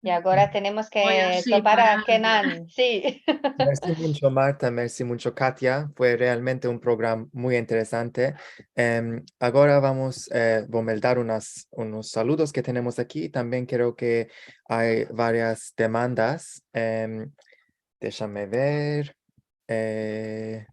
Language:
Ladino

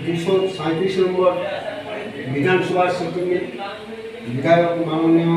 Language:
Santali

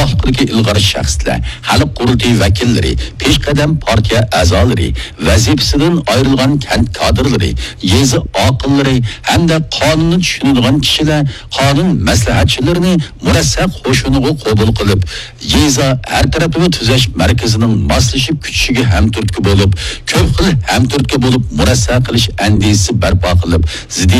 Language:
Uyghur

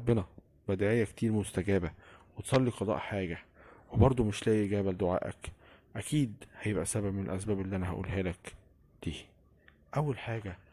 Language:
Egyptian Arabic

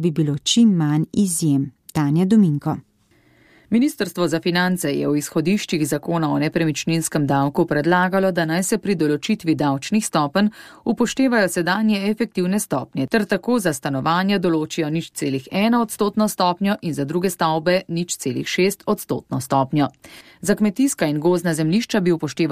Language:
Slovenian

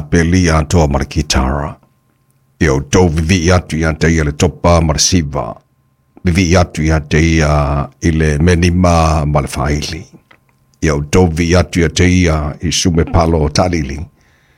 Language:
Samoan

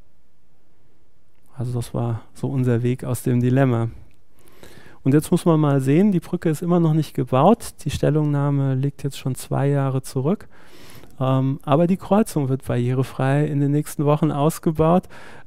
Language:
German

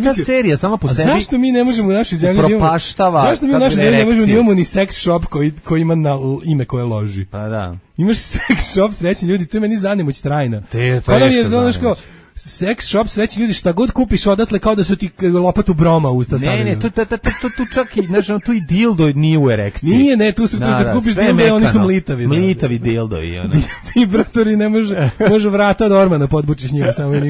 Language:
Serbian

